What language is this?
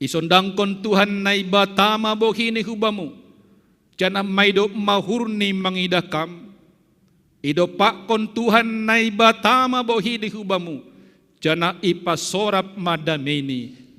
Batak Simalungun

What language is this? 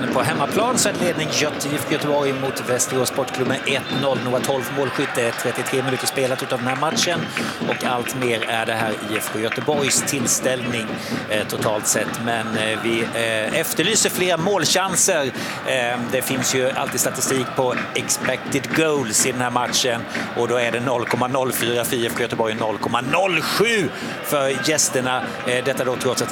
Swedish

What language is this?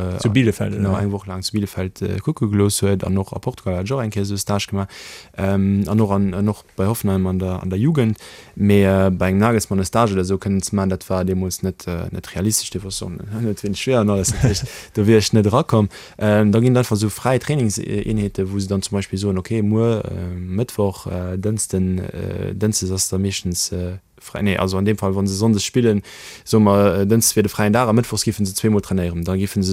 Luxembourgish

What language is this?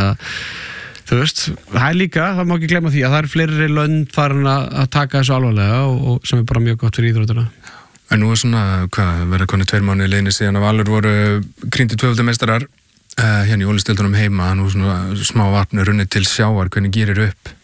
Icelandic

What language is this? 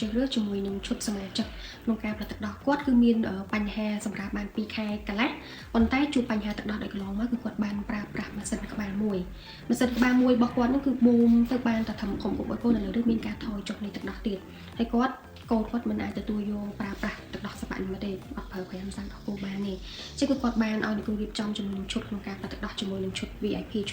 Khmer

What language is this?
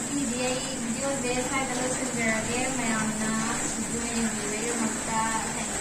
Manipuri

